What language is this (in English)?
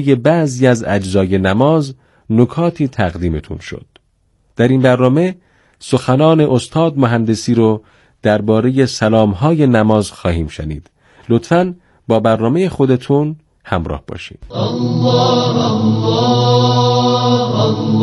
Persian